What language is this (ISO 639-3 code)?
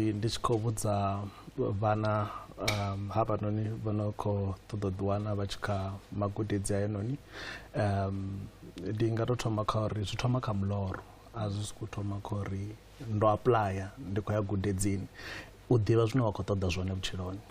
ven